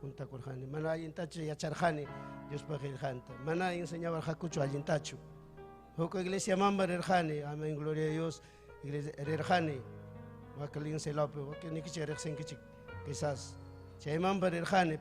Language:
Ayacucho Quechua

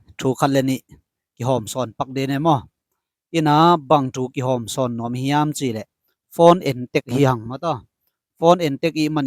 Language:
Tedim Chin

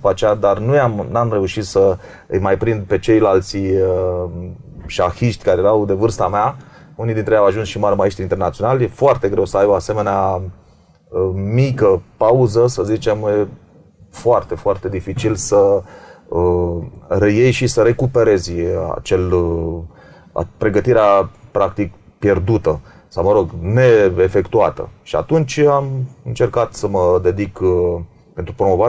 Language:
Romanian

